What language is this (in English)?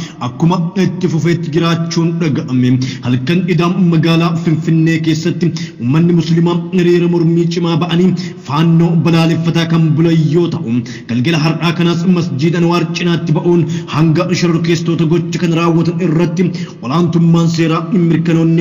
Oromo